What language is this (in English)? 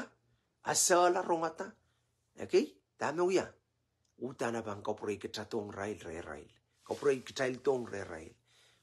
Pohnpeian